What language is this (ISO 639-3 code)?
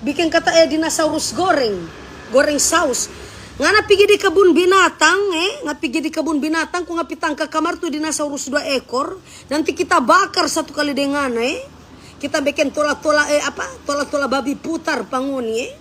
xmm